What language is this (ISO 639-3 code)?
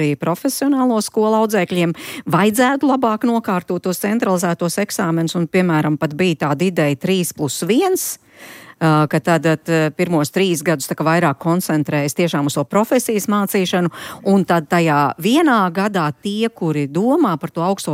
lav